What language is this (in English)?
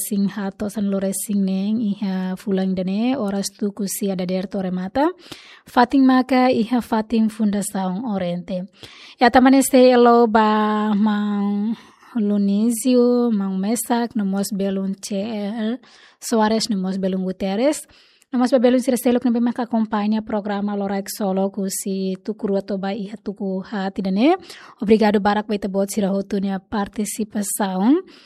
Tetum